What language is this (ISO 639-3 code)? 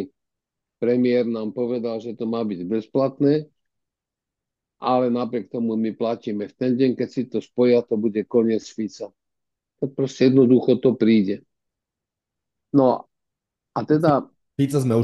slk